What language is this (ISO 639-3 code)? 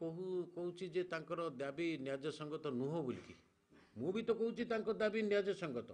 ori